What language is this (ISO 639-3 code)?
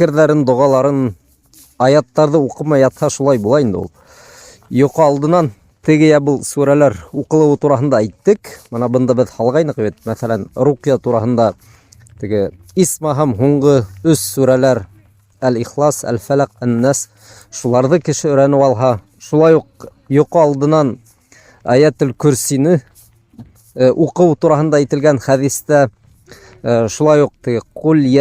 bak